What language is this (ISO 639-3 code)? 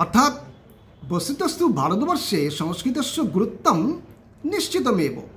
san